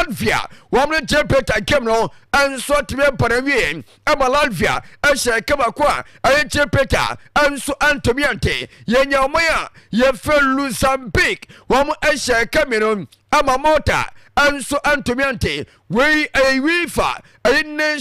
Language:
Akan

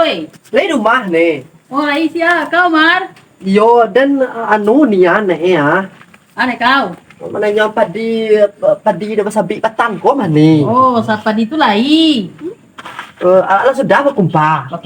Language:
Minangkabau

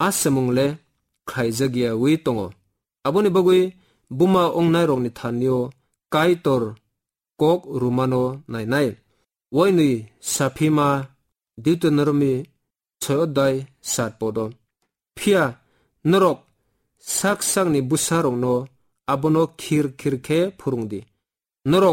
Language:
Kok Borok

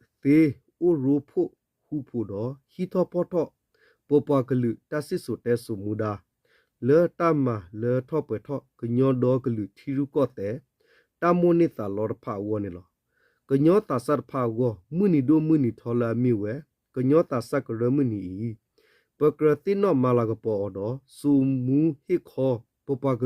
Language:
S'gaw Karen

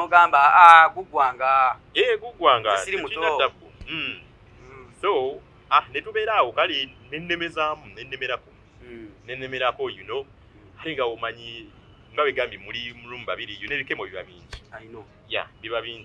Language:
Ganda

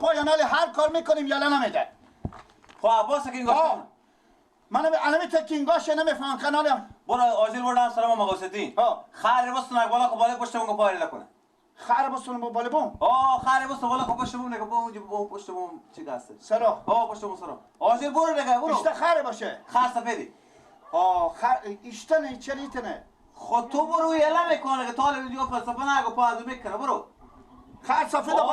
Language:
Persian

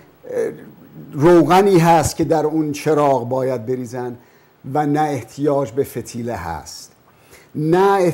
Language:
Persian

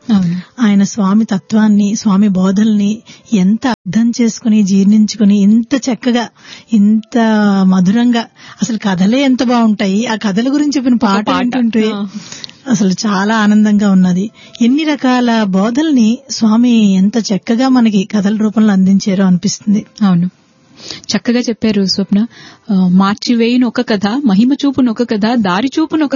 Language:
Telugu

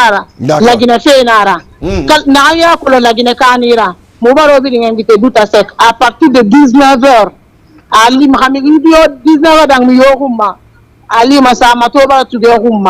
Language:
Fula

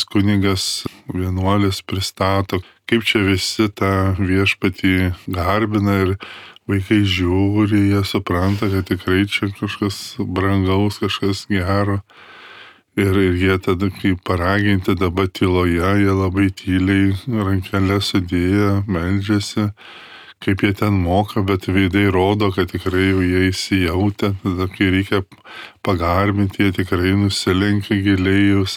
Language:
Lithuanian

